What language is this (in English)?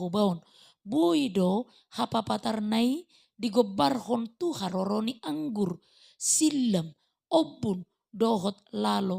Batak Toba